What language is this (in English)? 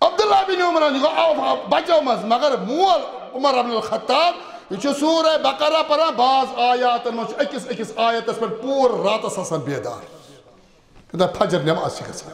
Kashmiri